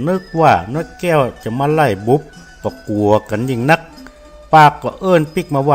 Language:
Northern Thai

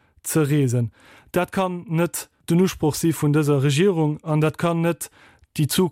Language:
Luxembourgish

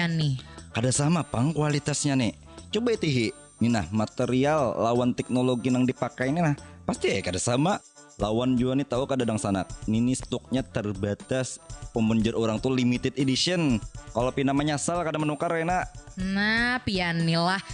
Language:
Banjar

